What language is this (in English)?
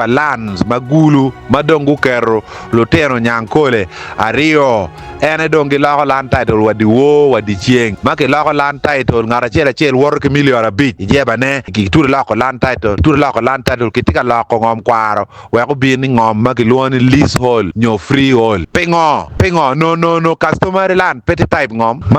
Acoli